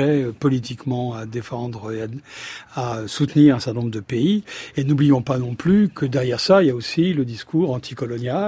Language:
French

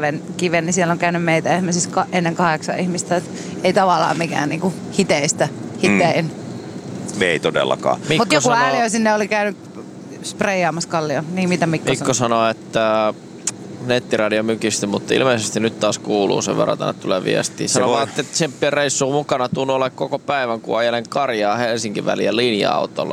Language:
Finnish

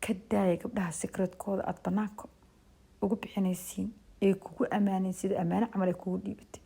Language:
Somali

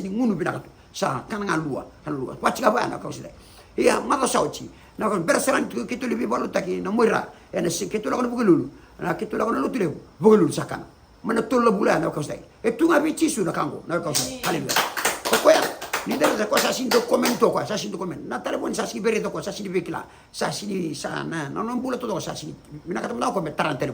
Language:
Fijian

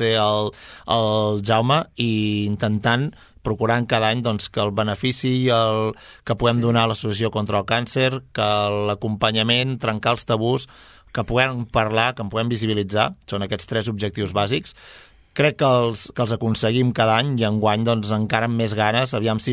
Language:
Catalan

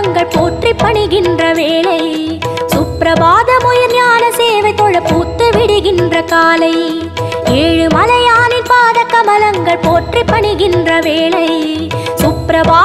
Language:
Tamil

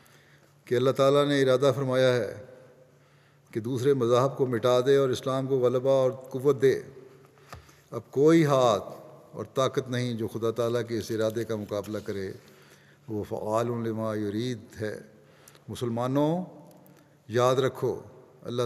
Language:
Urdu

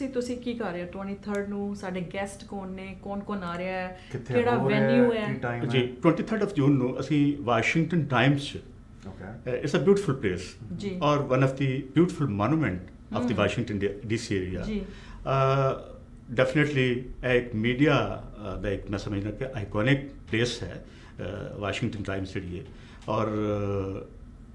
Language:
Punjabi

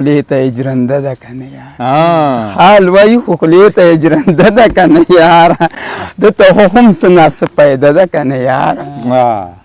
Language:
Pashto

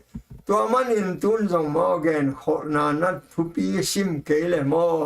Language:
Tedim Chin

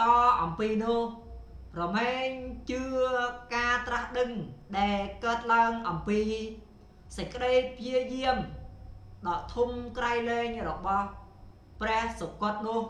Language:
Khmer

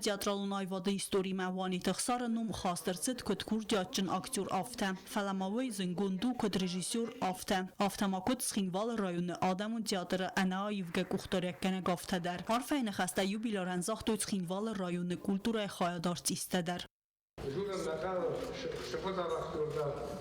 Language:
Ossetic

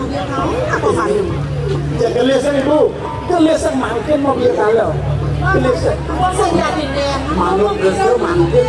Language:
Balinese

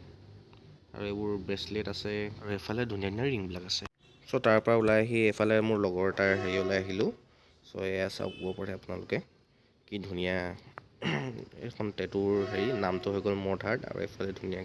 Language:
Assamese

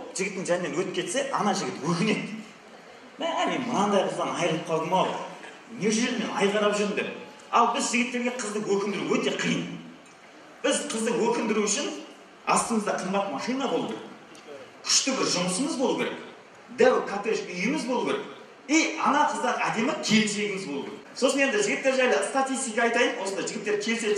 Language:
Kazakh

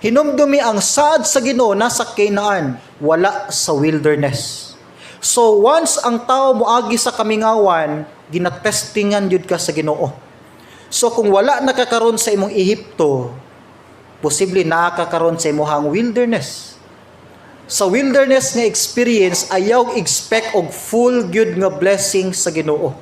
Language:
Cebuano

